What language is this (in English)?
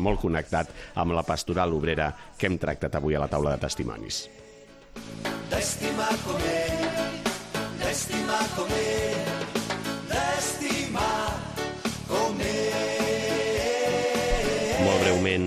Catalan